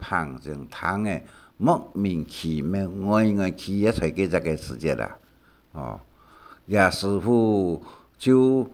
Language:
Hakka Chinese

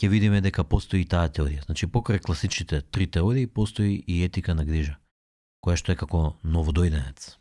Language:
Macedonian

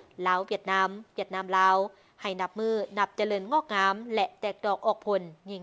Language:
Lao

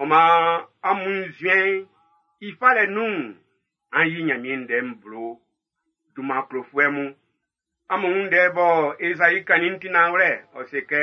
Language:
Baoulé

